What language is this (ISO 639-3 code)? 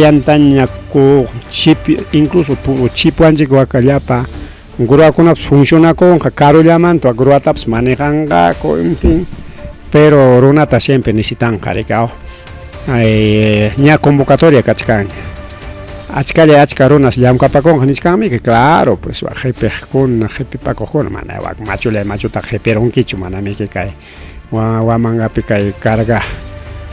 quy